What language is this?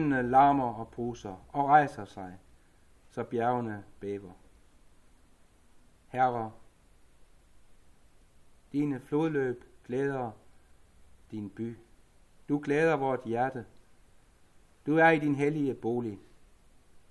Danish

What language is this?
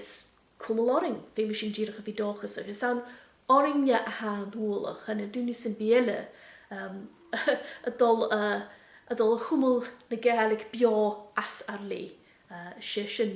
Scottish Gaelic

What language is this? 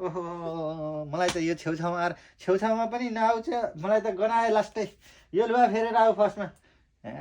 Nepali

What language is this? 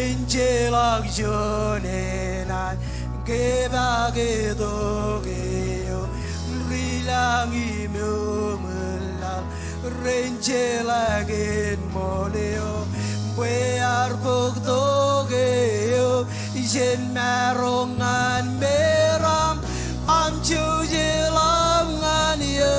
Marshallese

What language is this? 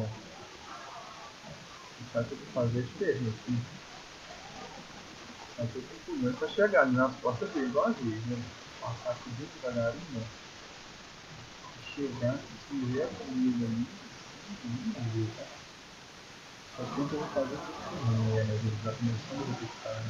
Portuguese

